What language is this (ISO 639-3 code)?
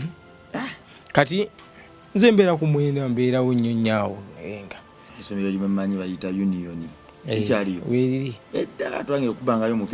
lug